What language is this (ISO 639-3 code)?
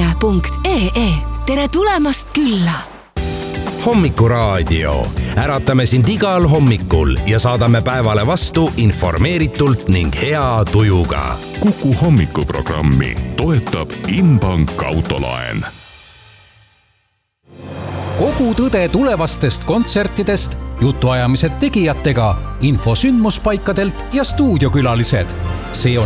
est